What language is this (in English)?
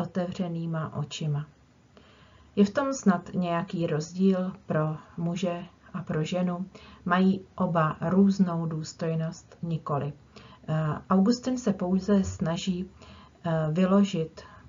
Czech